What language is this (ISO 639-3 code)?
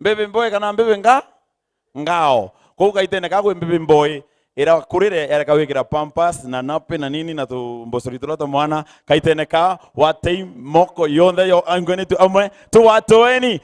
mer